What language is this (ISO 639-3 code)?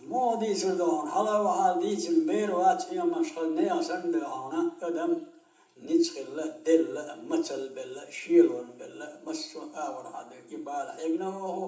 che